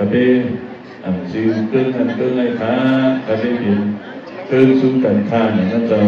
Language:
Shan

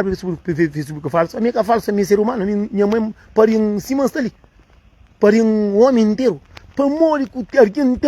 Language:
Kabuverdianu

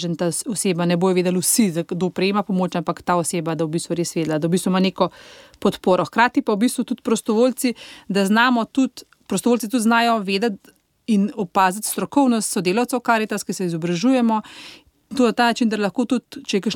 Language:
Slovenian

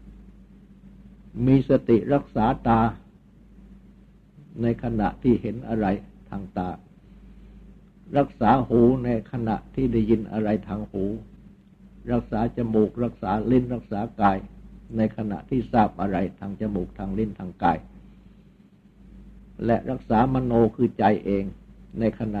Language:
Thai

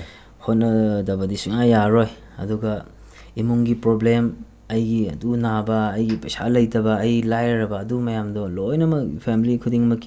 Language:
Manipuri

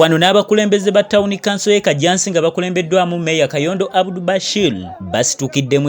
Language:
Ganda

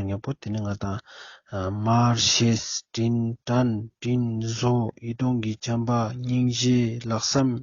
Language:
Ladakhi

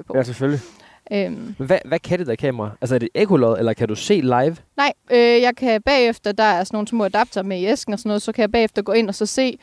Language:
Danish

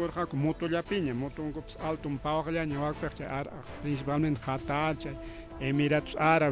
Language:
Ayacucho Quechua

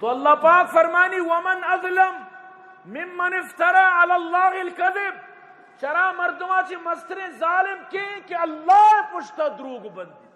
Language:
Eastern Balochi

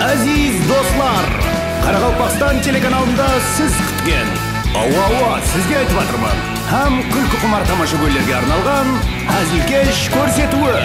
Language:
Kara-Kalpak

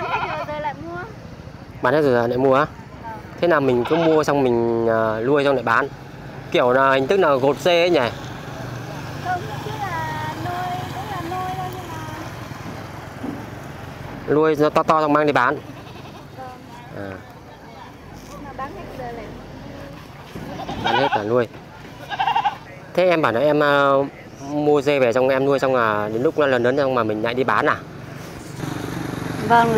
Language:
Vietnamese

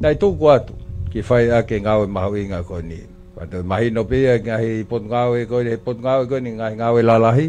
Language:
Tongan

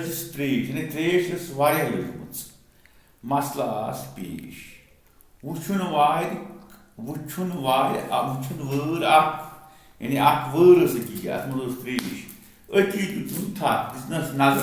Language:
Kashmiri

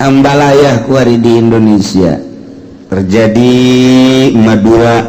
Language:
Sundanese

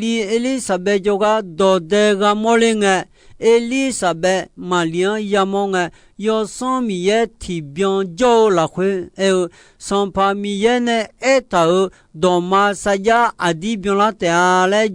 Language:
Akha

